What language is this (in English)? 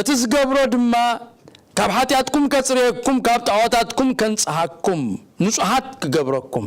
Tigrinya